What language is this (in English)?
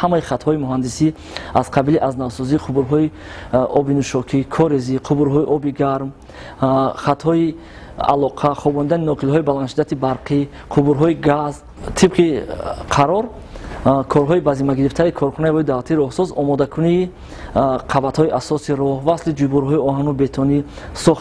Tajik